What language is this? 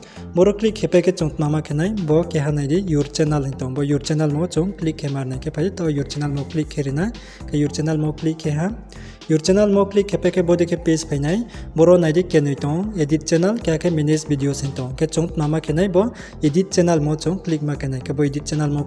Riang (India)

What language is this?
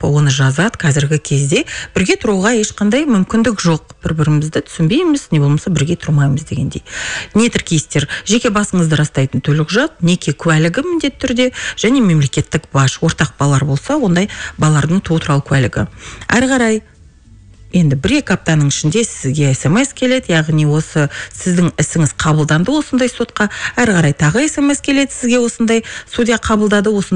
Kazakh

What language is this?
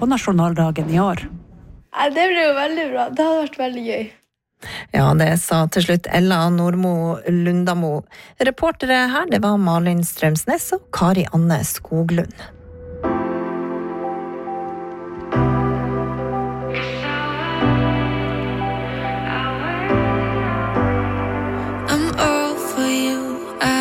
Norwegian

